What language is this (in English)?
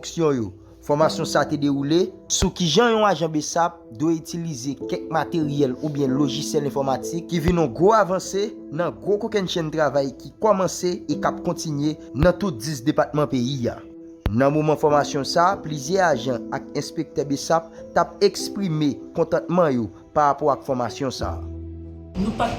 Haitian Creole